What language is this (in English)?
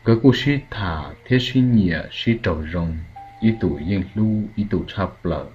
Hmong